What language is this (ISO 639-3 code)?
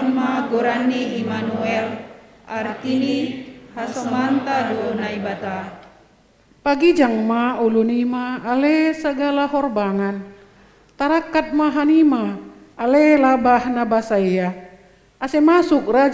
bts